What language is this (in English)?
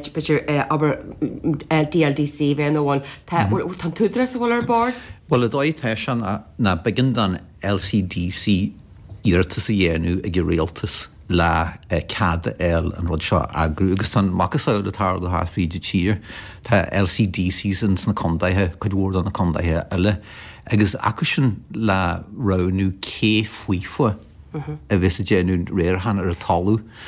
Irish